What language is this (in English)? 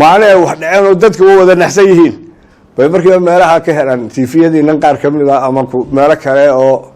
Somali